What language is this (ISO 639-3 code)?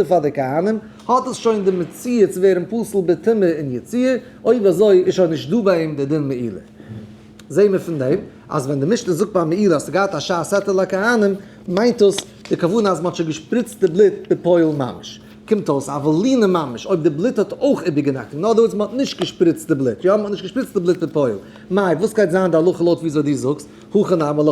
yid